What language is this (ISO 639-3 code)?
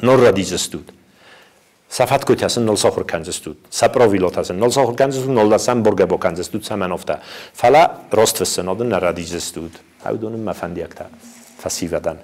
oss